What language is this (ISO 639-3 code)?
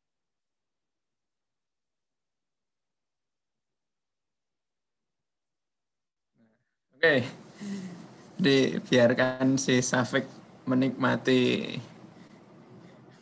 ind